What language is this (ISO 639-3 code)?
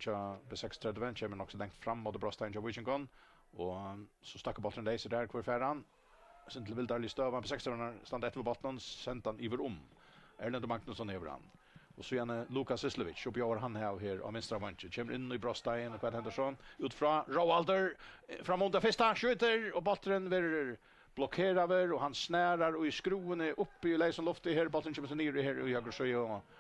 fao